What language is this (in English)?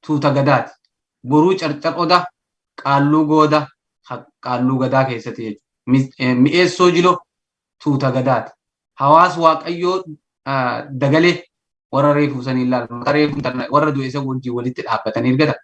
Oromo